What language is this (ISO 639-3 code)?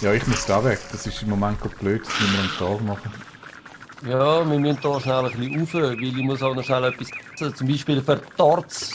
gsw